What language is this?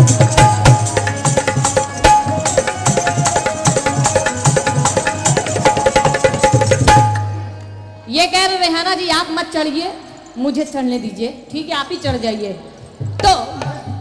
Hindi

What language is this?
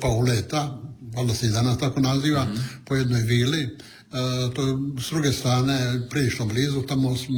Croatian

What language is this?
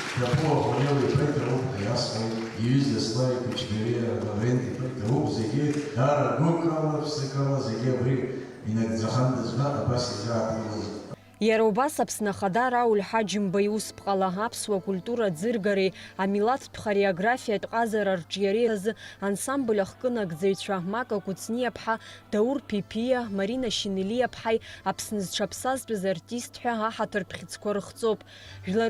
Abkhazian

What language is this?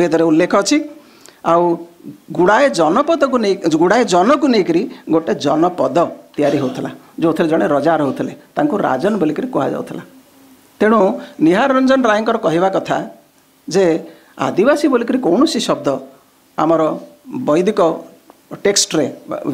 Odia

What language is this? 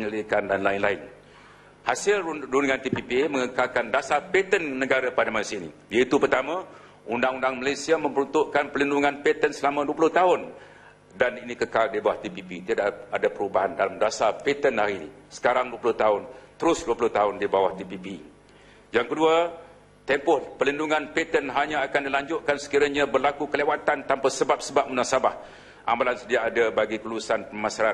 Malay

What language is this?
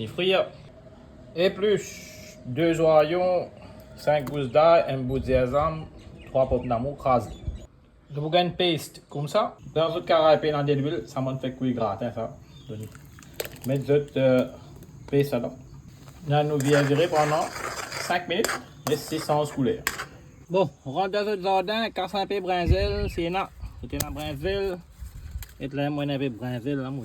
Morisyen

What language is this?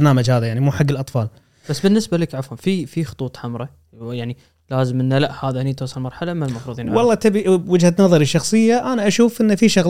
Gulf Arabic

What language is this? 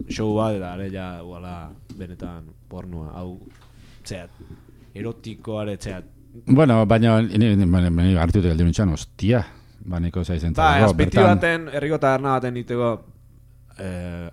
Basque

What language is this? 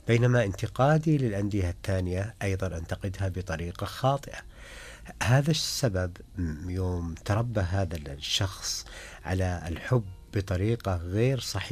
Najdi Arabic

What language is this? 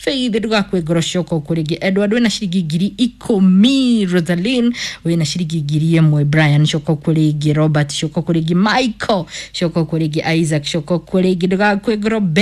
Kikuyu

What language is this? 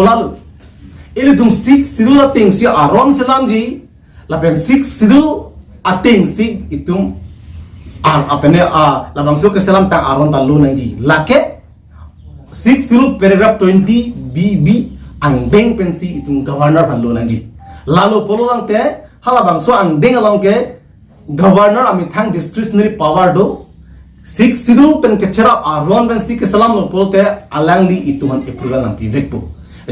Karbi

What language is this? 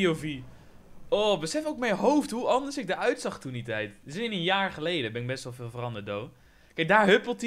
Dutch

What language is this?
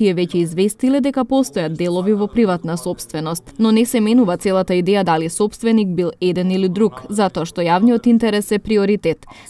Macedonian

